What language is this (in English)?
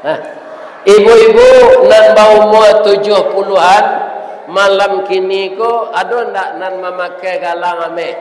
Minangkabau